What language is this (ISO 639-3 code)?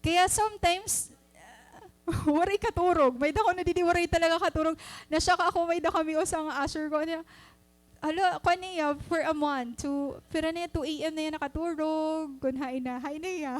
war